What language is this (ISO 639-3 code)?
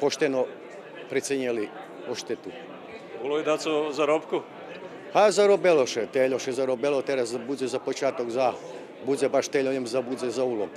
rue